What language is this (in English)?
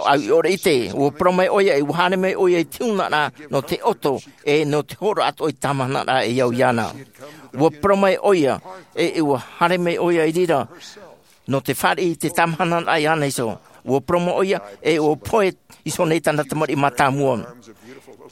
Tahitian